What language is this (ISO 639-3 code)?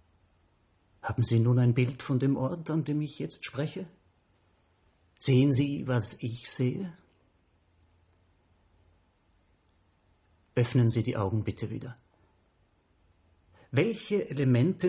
deu